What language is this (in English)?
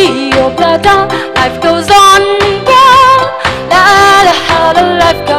Tangkhul Naga (India)